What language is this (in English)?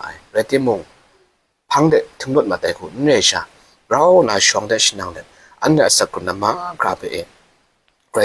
Kachin